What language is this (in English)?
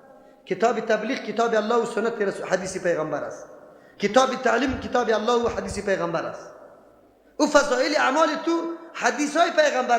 Persian